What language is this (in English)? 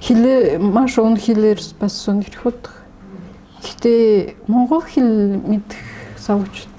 Mongolian